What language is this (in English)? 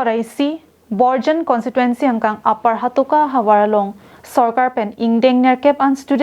Karbi